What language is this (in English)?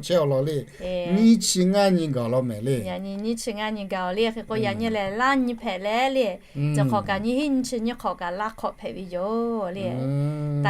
Lahu